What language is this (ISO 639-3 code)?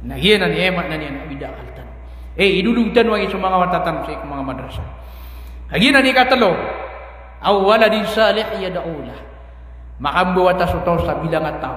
mrw